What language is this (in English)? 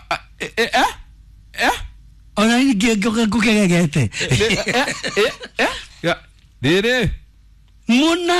Kikuyu